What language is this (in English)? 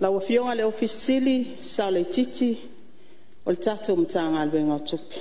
Samoan